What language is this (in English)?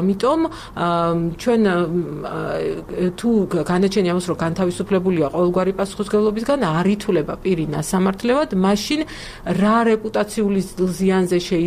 Georgian